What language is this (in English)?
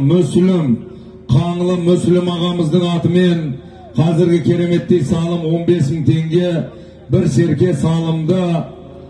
Kazakh